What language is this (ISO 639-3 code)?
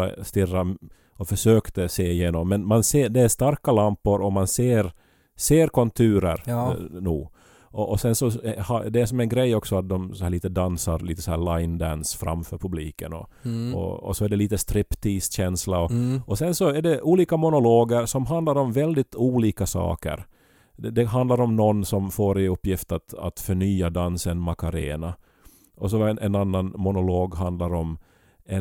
swe